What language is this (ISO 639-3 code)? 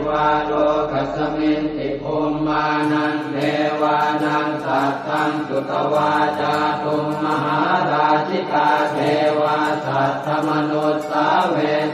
pli